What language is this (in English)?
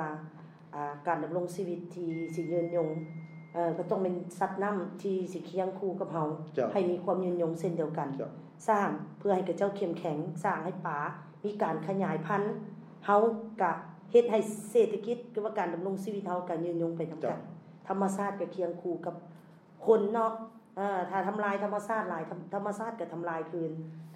Lao